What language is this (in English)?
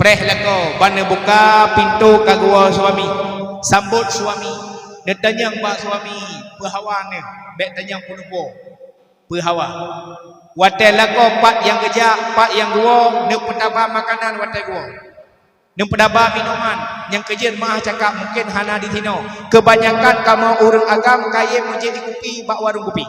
Achinese